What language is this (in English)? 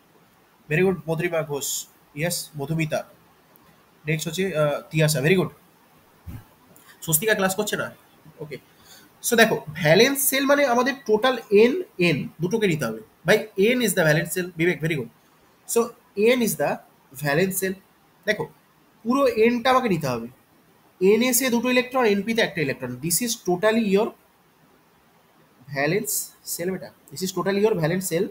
Bangla